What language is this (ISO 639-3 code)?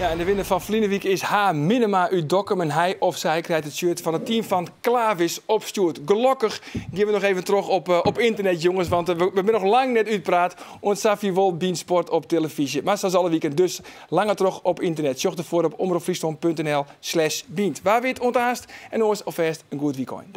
fry